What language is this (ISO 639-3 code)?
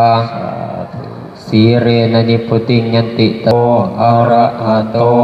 pli